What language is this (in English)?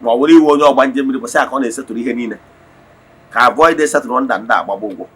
Igbo